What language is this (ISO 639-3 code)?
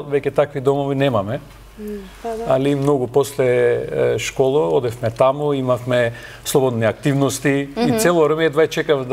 mkd